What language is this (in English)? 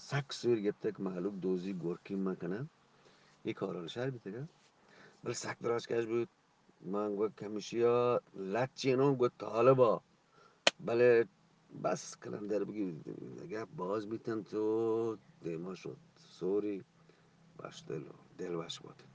Eastern Balochi